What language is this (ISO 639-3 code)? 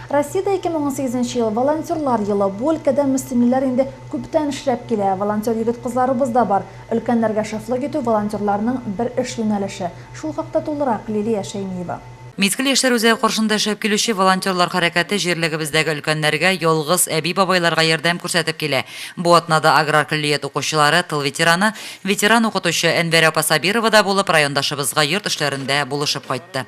tat